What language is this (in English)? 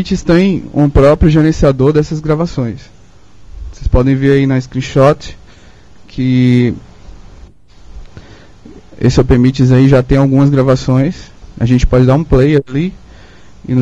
Portuguese